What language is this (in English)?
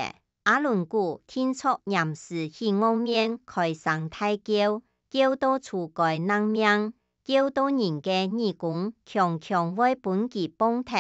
Hakka Chinese